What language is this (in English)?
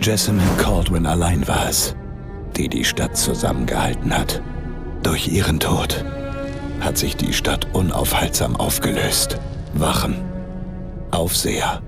Bavarian